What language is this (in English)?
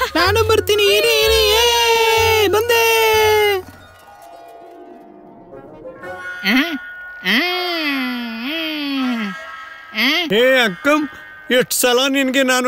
Kannada